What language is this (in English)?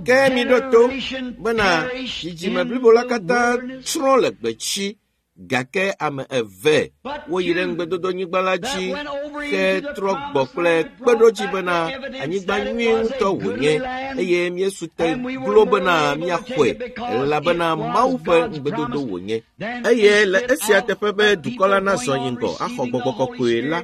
Ewe